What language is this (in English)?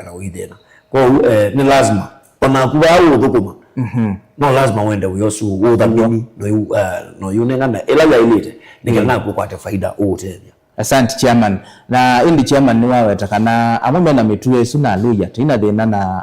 Kamba